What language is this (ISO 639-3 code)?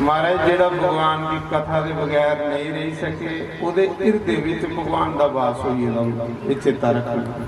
doi